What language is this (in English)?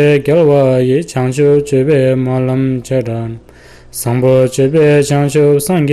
Tibetan